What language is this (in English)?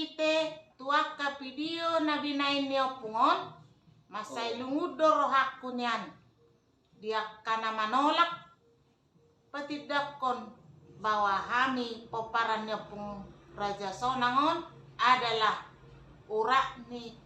Batak Toba